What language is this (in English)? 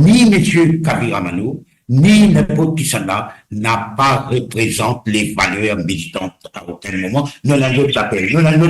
Morisyen